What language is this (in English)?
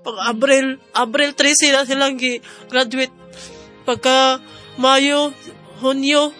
Cebuano